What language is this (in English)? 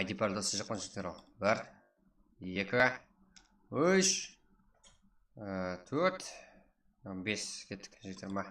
Kara-Kalpak